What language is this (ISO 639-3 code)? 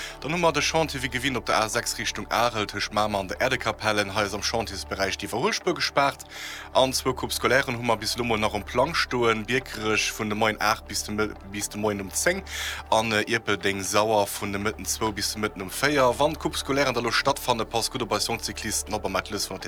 ltz